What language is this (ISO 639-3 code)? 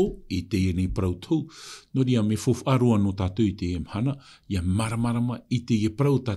tah